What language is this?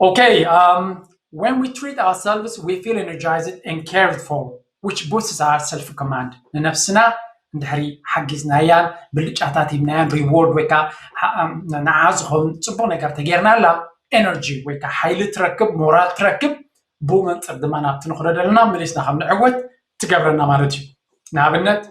Tigrinya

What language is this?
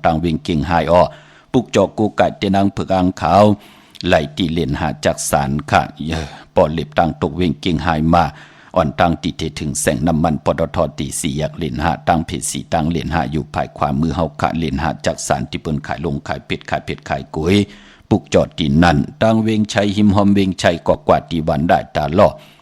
Shan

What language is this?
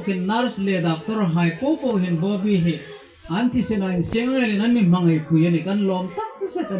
Hmar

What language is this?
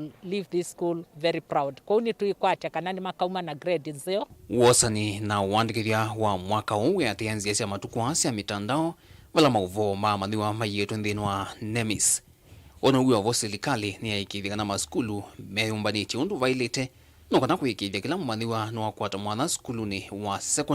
Kamba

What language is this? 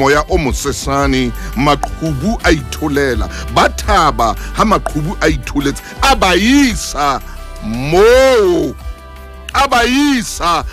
Southern Sotho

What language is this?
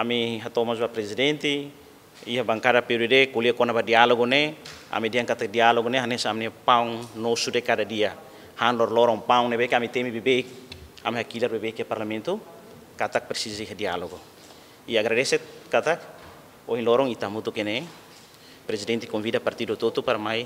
Tetum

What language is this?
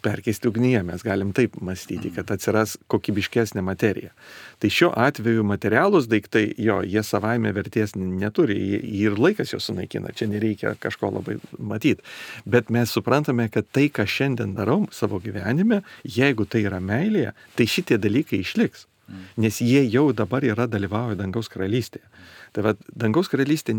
Lithuanian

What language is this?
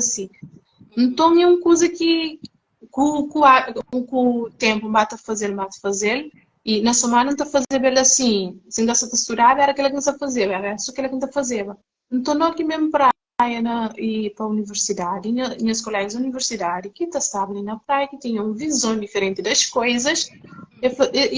Kabuverdianu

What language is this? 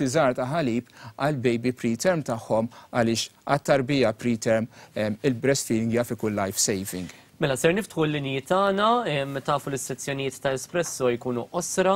Maltese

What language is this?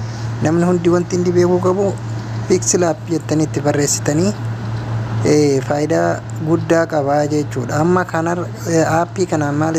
Oromo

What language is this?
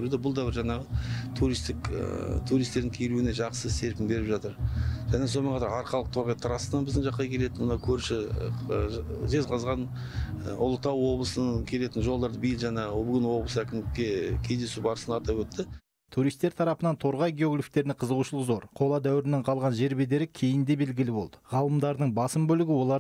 Kazakh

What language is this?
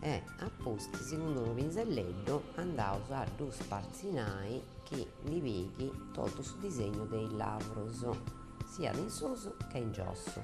Sardinian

